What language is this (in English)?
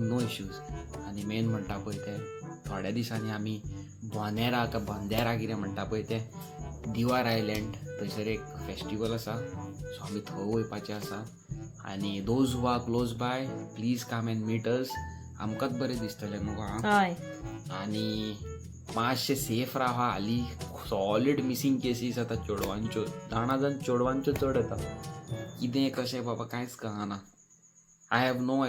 Konkani